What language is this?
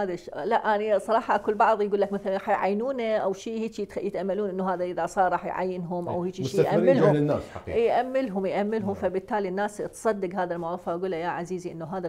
Mesopotamian Arabic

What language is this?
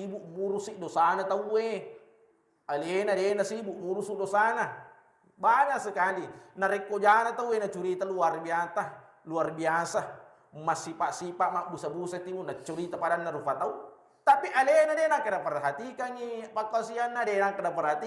Buginese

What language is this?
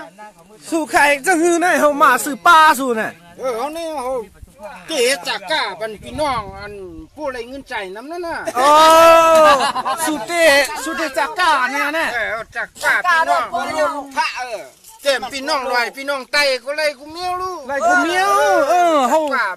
Shan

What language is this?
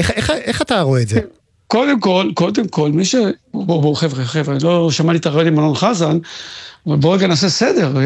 Hebrew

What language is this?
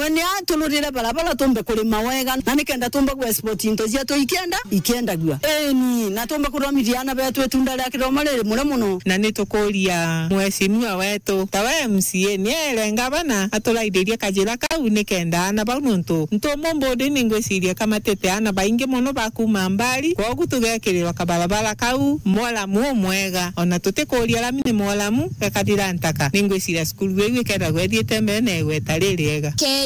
Meru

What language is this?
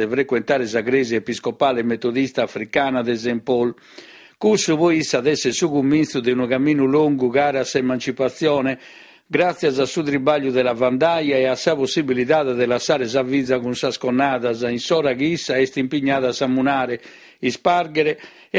Sardinian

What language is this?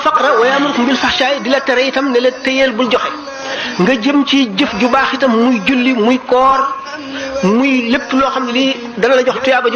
Wolof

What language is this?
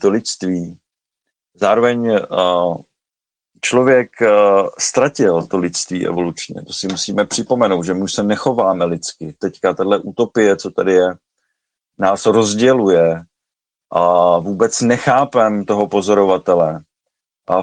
Czech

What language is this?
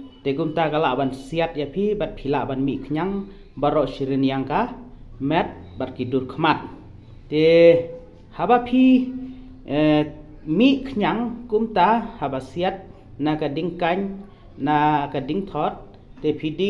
Khasi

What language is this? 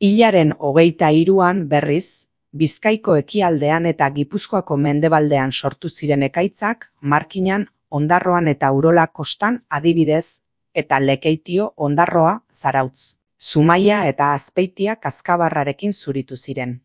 Basque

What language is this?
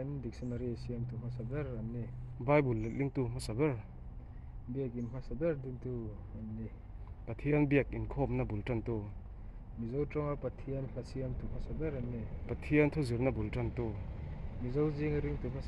Mizo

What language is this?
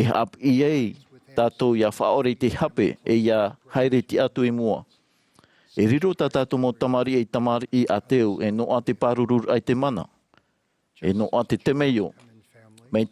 Tahitian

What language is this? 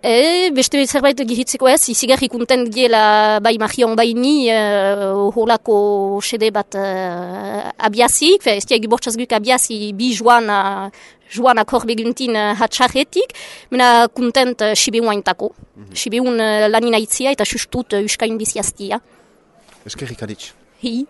Basque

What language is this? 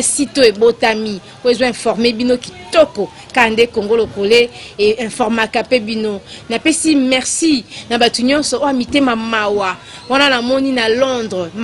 Lingala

